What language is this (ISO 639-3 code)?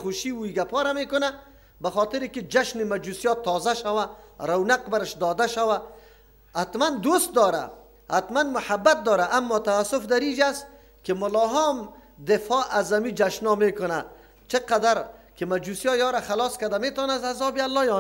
fas